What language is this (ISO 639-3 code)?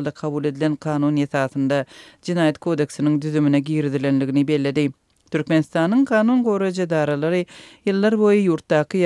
tuk